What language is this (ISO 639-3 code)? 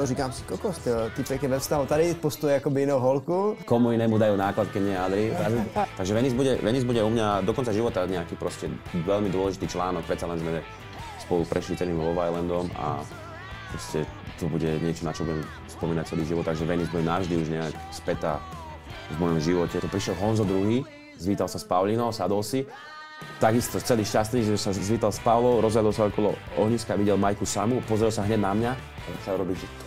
slk